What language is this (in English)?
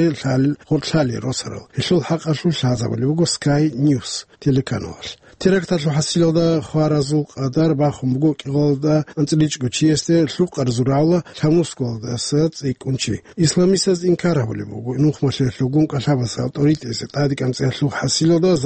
Avaric